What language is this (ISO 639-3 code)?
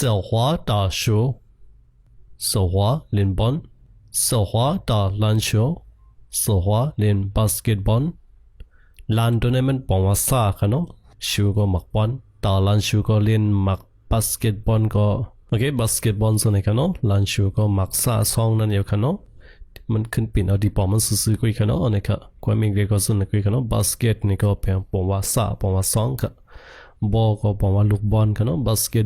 shn